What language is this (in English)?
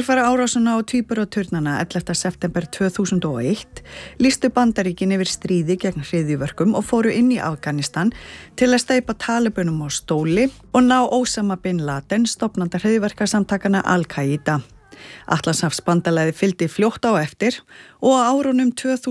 Icelandic